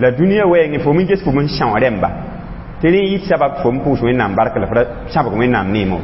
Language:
Mossi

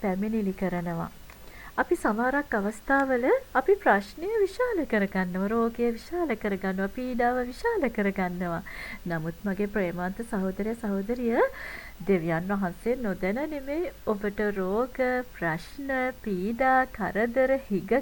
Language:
Sinhala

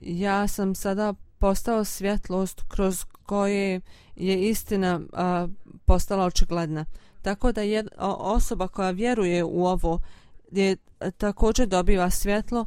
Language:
Bosnian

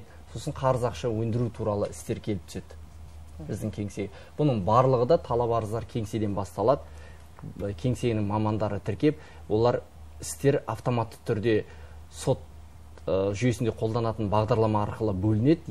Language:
Kazakh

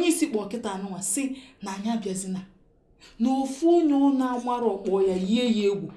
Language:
Igbo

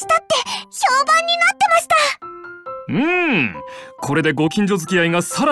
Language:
Japanese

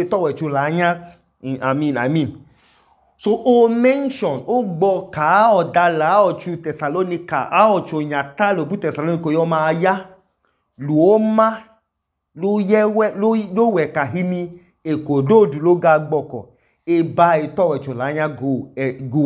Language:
Idoma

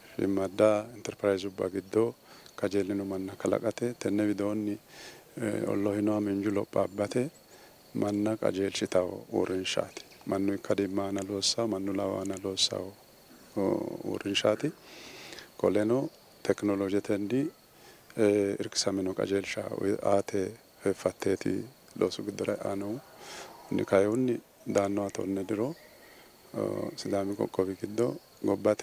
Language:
Sidamo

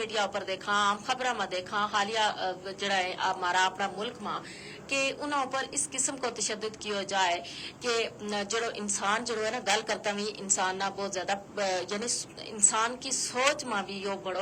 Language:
Gujari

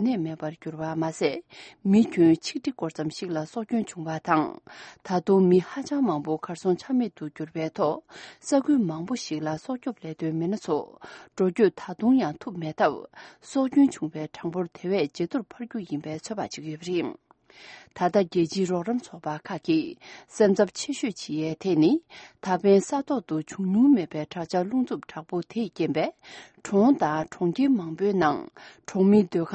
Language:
Tibetan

